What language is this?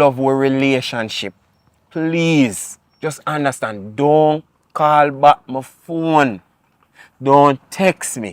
Jamaican Creole English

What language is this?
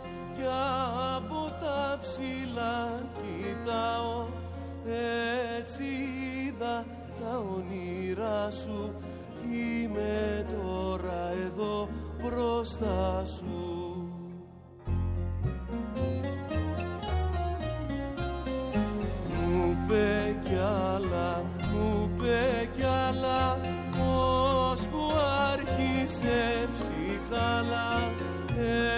Greek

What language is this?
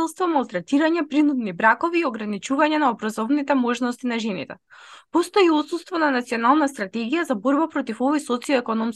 Macedonian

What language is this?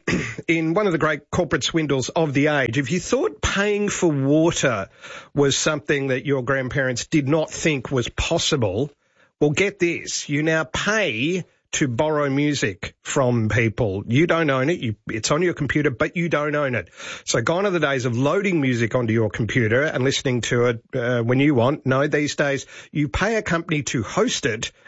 English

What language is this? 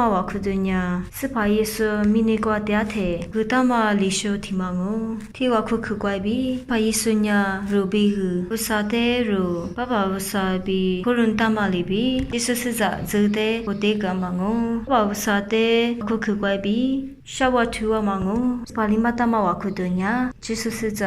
Lisu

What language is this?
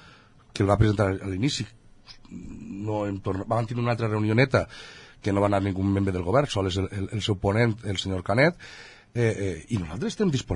Catalan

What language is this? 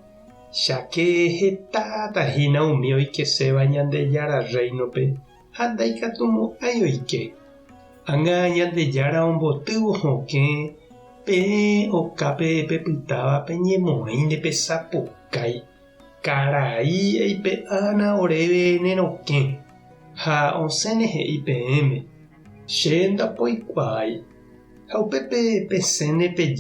Guarani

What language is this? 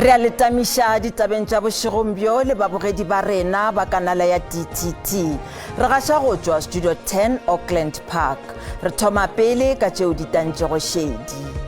Northern Sotho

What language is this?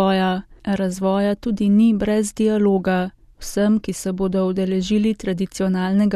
Slovenian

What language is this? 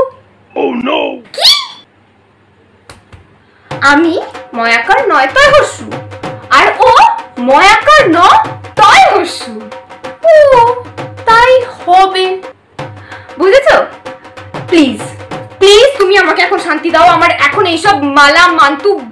Bangla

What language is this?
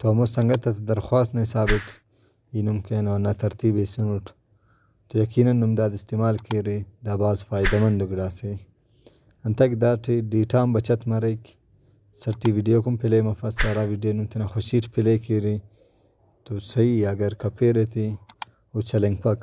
Brahui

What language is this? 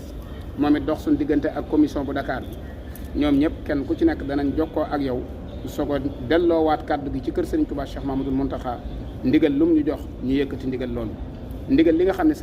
Wolof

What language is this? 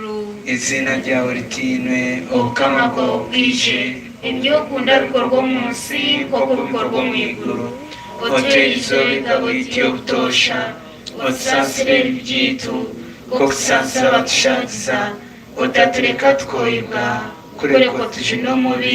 Nyankole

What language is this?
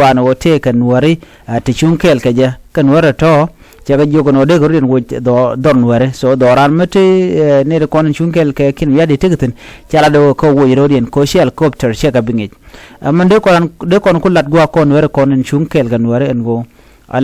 Nuer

